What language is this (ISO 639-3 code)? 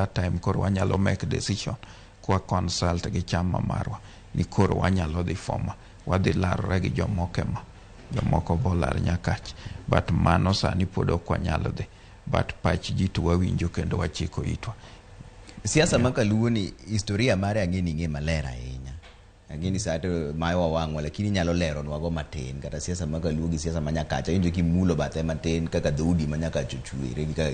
luo